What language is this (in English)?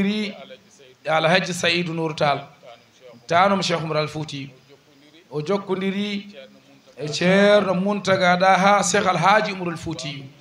Fula